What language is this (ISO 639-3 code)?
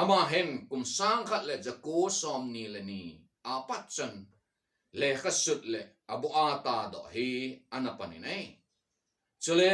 tcz